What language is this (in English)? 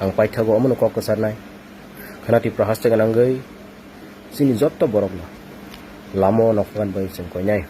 Kok Borok